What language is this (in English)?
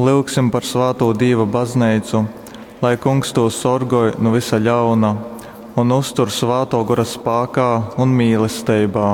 Latgalian